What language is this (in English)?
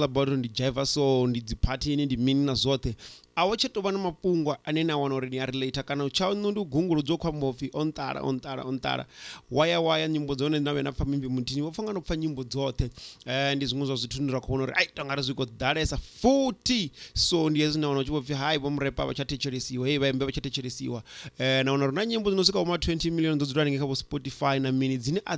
Venda